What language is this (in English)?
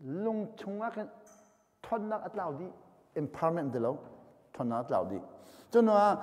Hakha Chin